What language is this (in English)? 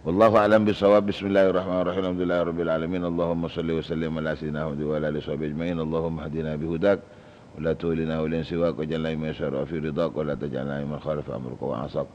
Madurese